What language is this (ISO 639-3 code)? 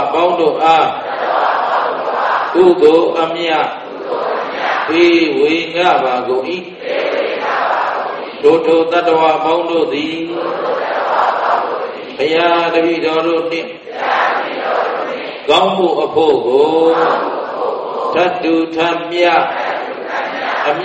mya